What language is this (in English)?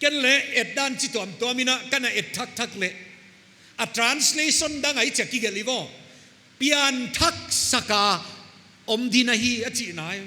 Paite Chin